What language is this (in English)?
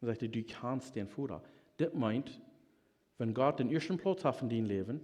Plautdietsch